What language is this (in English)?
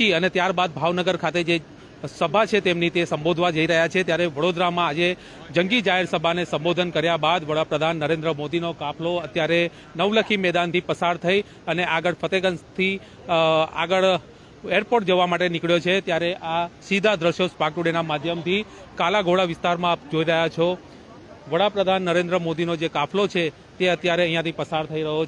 Gujarati